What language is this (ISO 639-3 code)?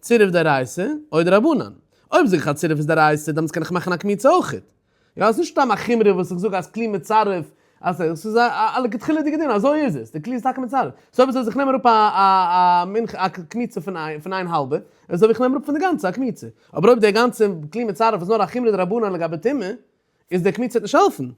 yid